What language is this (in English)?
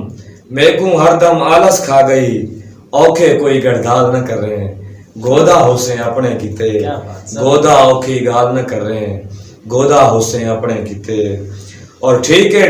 Saraiki